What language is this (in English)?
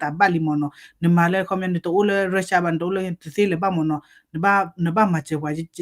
S'gaw Karen